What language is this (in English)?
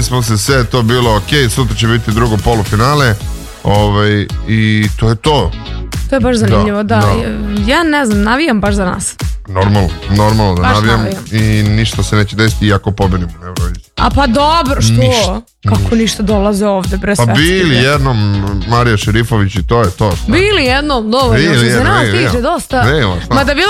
Serbian